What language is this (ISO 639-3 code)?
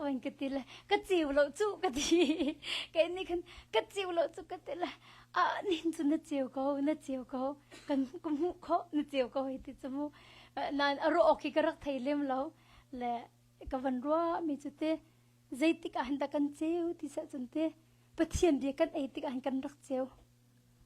cnh